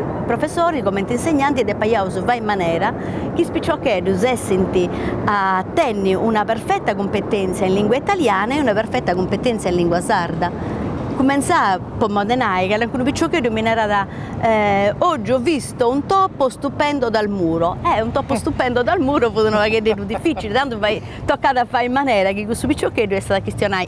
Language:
Sardinian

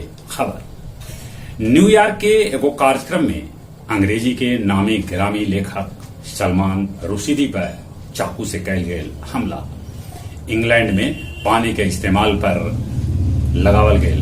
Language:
Magahi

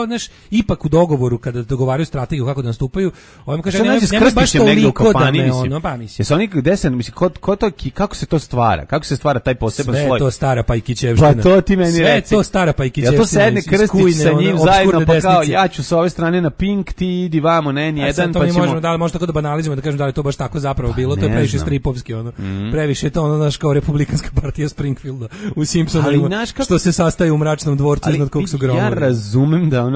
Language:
Serbian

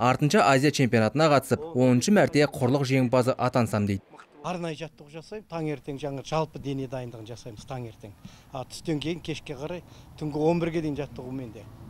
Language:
Kazakh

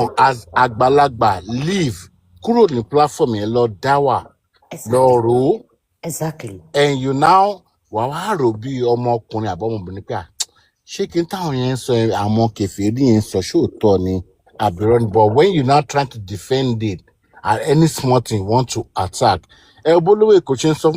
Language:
Yoruba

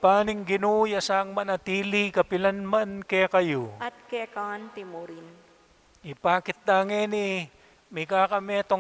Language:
Pampanga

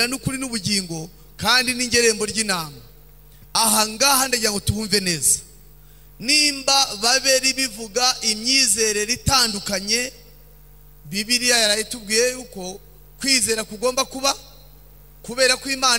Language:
Kinyarwanda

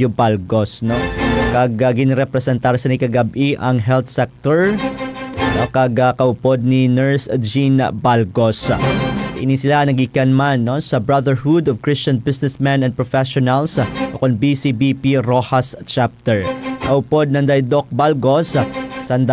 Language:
Hiligaynon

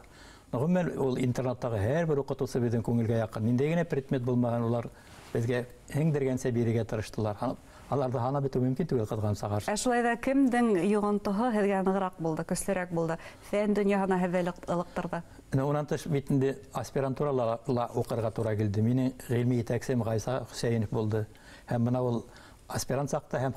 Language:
Bashkir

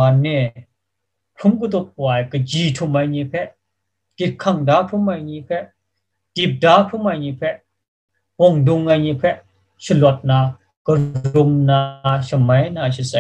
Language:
Kachin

